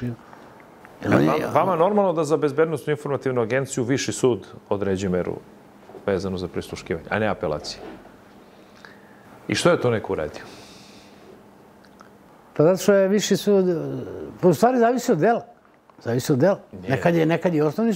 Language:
Serbian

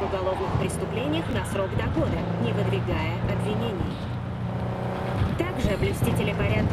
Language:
Russian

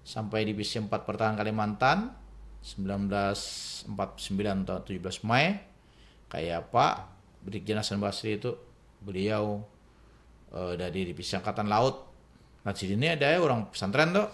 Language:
Banjar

